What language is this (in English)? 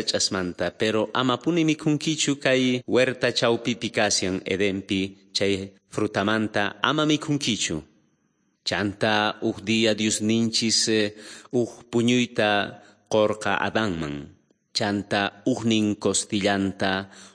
South Bolivian Quechua